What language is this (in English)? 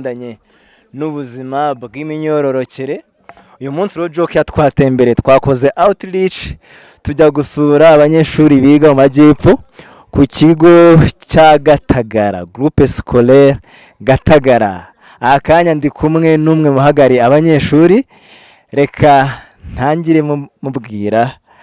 Kinyarwanda